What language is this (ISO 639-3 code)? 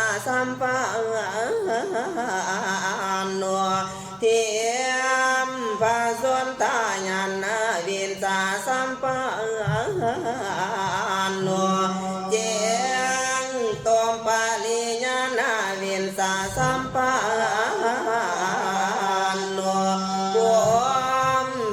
pli